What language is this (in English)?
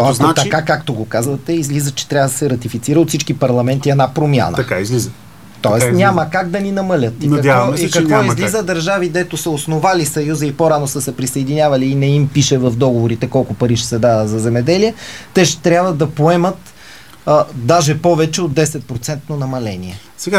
Bulgarian